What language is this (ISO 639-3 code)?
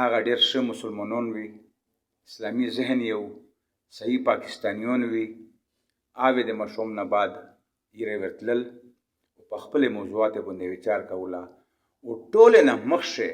pus